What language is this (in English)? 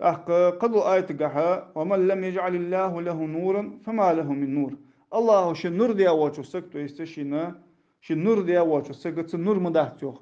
Ingush